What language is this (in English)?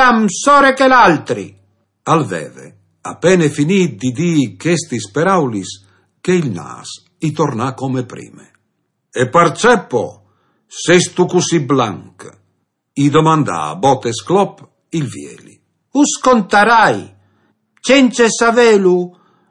Friulian